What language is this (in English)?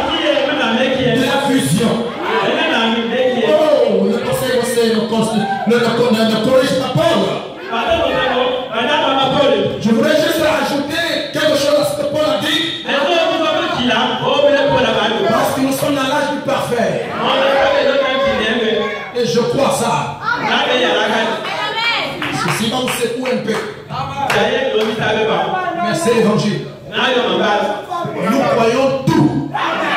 French